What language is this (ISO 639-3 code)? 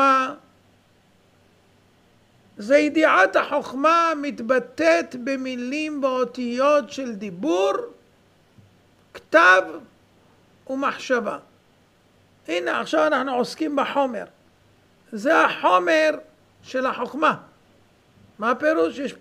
heb